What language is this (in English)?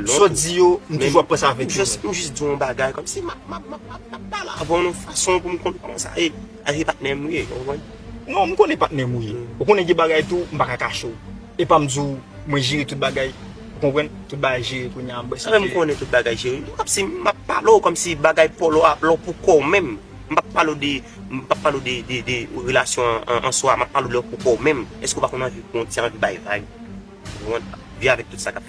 Haitian Creole